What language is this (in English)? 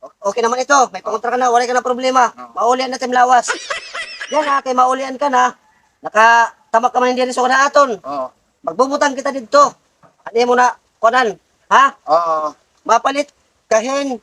Waray